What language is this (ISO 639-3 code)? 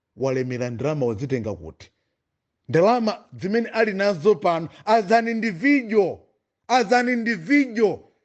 nya